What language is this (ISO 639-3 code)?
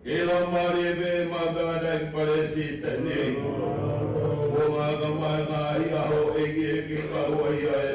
ton